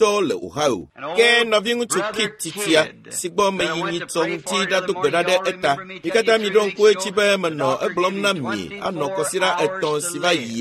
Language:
Ewe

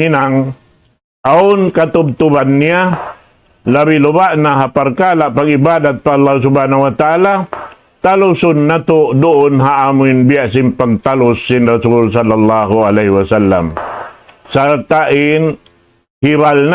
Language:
Tausug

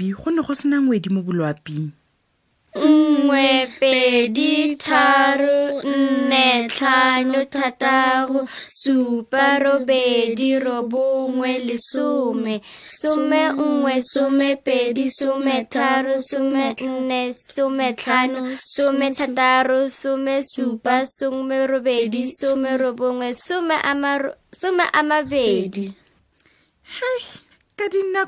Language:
Tswana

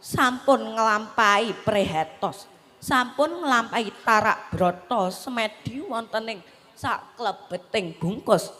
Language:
Javanese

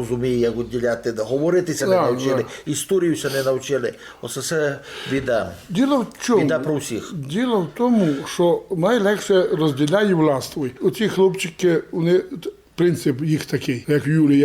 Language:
Rusyn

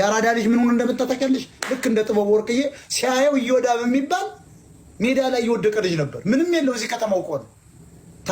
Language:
Amharic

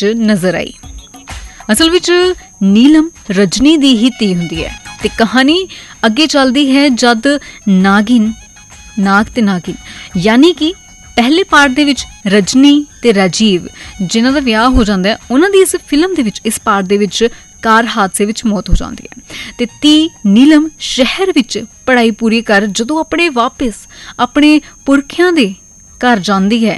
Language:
Punjabi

